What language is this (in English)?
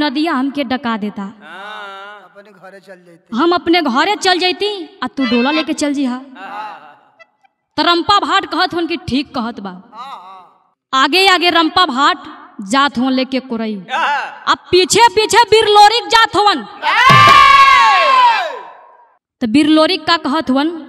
Bhojpuri